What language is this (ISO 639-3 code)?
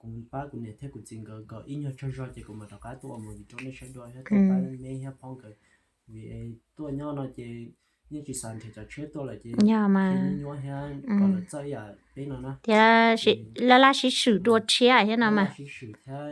hmn